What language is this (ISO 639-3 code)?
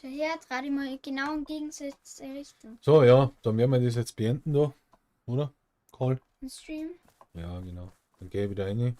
bar